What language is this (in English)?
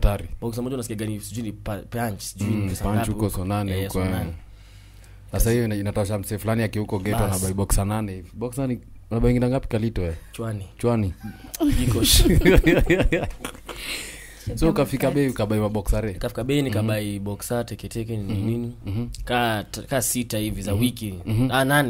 Swahili